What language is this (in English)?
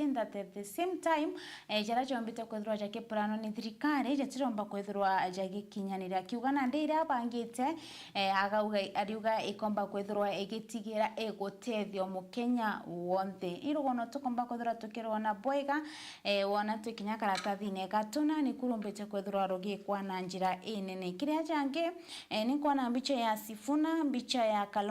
Meru